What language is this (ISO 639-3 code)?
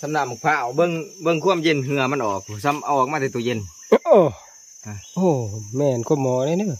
tts